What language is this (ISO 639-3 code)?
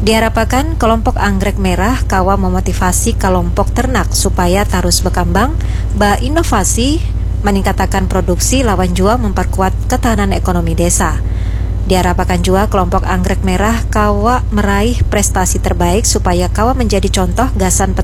bjn